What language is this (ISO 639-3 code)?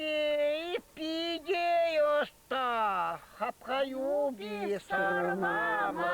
chv